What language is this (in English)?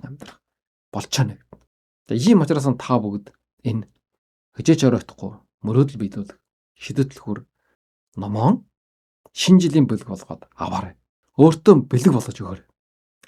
Mongolian